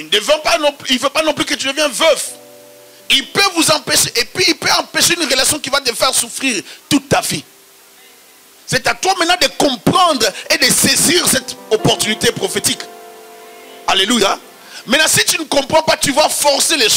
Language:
French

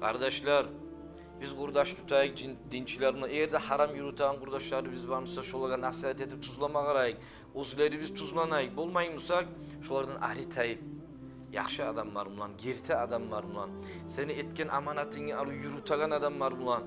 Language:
Kumyk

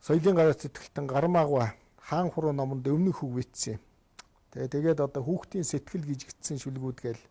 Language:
Mongolian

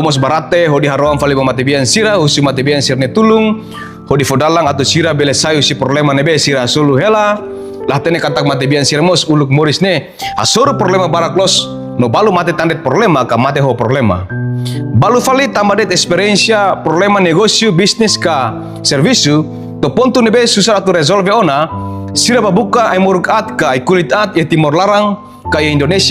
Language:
Tetum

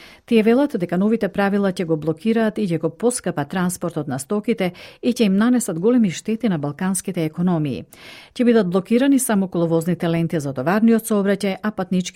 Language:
Macedonian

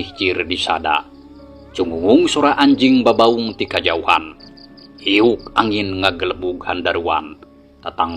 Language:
Sundanese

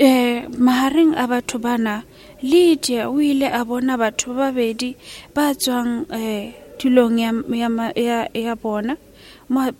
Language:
Southern Sotho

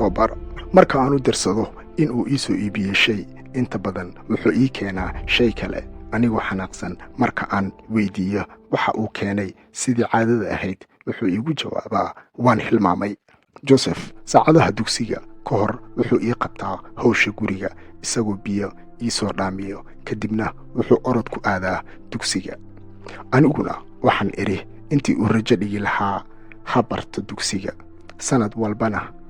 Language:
Somali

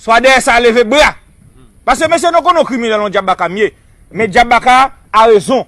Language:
Haitian Creole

